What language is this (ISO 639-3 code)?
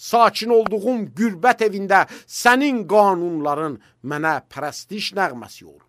aze